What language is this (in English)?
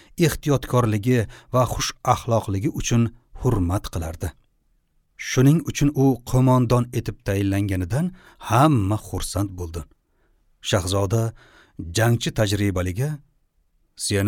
Uzbek